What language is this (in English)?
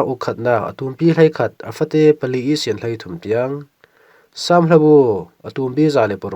Falam Chin